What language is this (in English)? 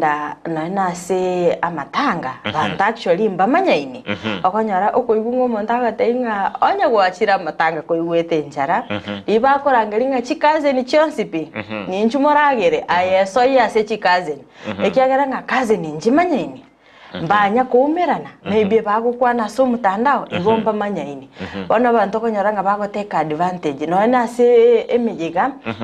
Gusii